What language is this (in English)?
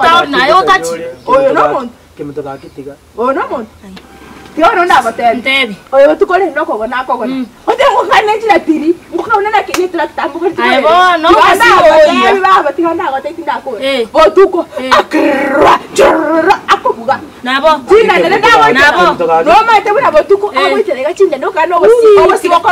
Gusii